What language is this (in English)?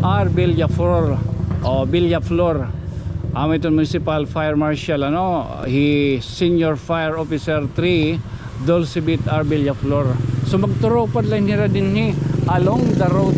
Waray